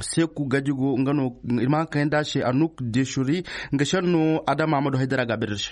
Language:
Zarma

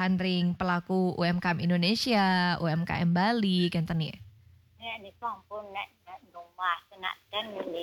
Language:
Balinese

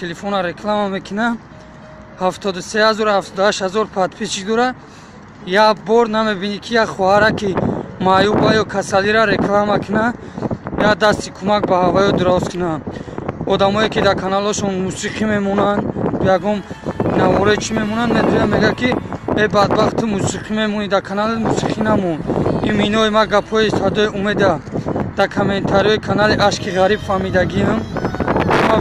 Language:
Tajik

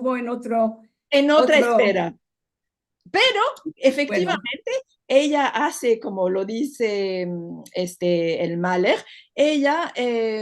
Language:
Ladino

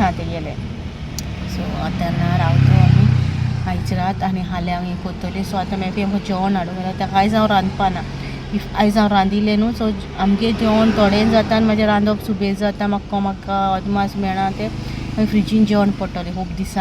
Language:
Konkani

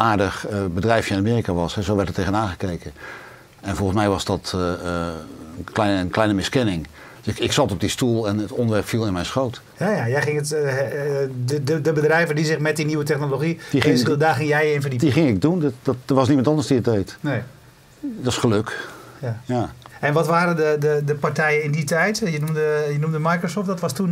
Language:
Dutch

